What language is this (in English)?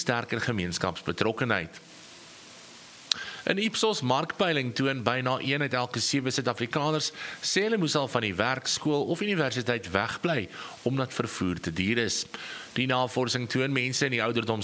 Afrikaans